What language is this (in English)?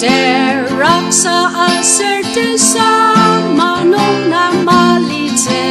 Ao Naga